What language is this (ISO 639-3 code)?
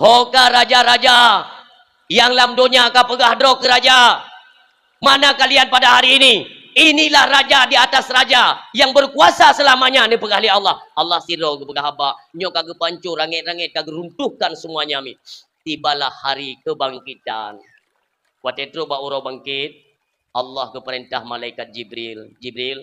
ace